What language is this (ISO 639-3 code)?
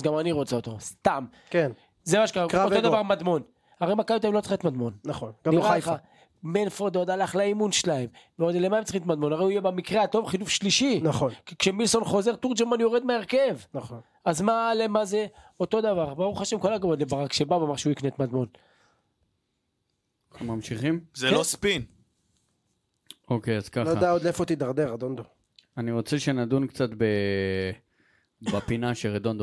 heb